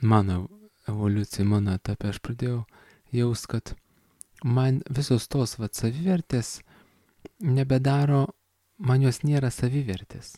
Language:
Lithuanian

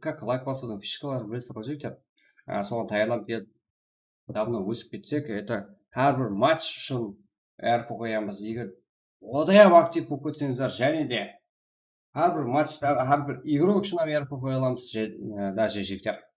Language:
Kara-Kalpak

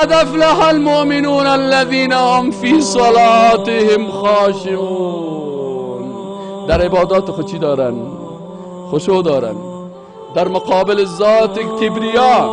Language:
Persian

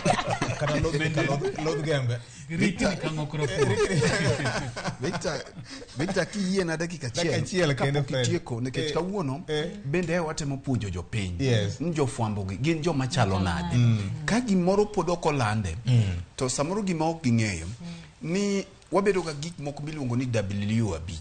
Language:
Luo (Kenya and Tanzania)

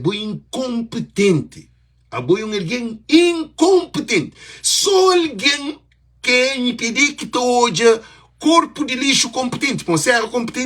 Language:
Kabuverdianu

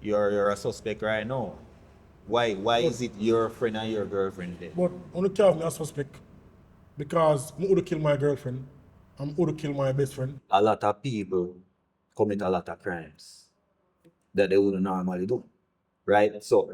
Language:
Jamaican Creole English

